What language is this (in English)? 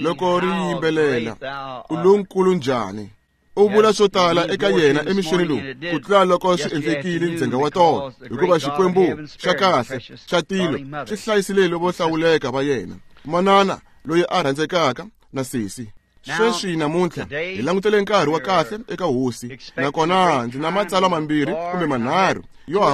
Tsonga